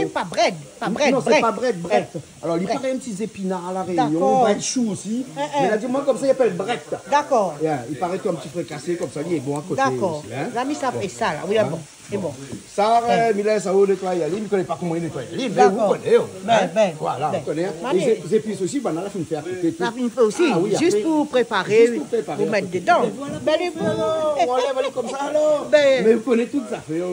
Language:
Réunion Creole French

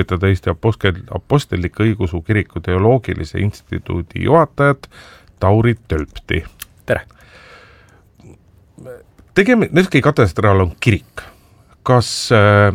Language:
Estonian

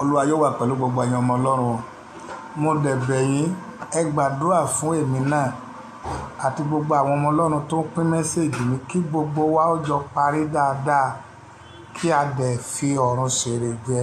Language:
Yoruba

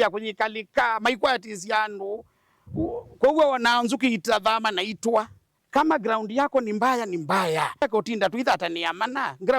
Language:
Kamba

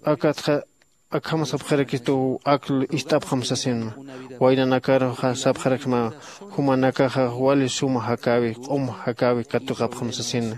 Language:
Aymara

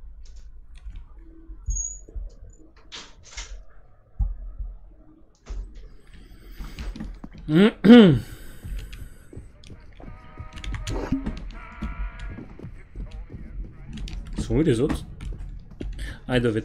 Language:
French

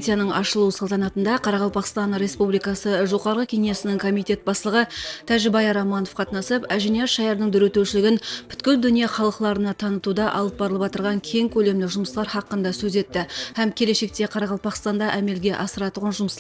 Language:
Kara-Kalpak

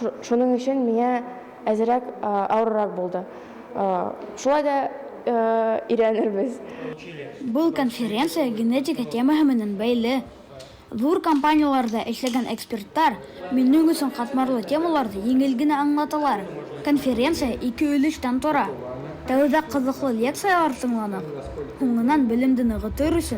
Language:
Bashkir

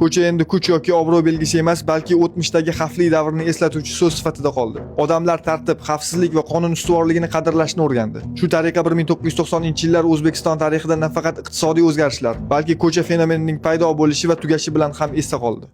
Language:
Uzbek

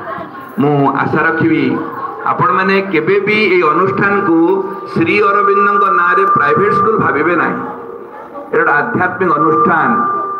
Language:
Odia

